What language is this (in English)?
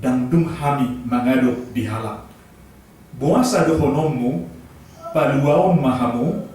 Batak Toba